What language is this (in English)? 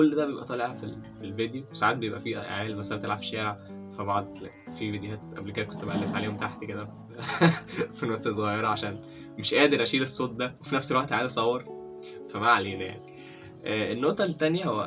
Egyptian Arabic